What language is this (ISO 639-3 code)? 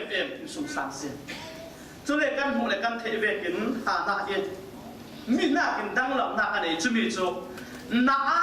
cfm